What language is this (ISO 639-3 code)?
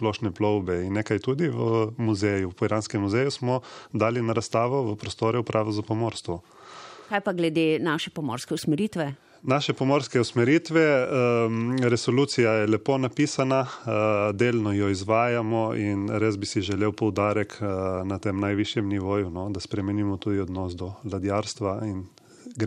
slv